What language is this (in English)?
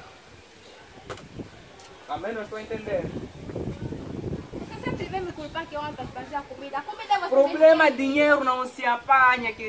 Portuguese